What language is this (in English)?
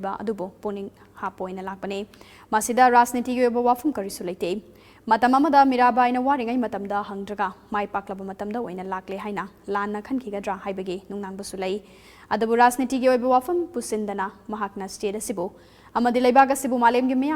Manipuri